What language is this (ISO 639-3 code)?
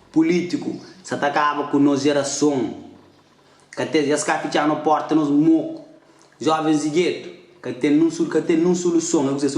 kea